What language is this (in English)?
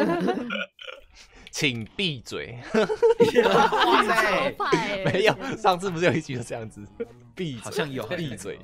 Chinese